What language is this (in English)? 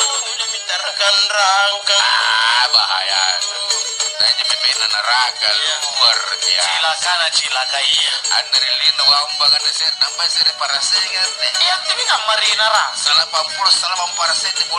Makasar